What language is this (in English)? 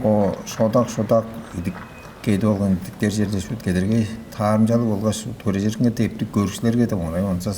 Tuvinian